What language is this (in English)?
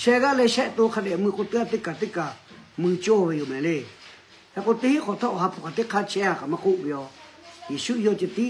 Lahu